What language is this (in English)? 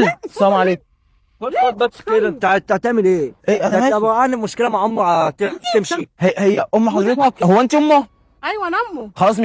Egyptian Arabic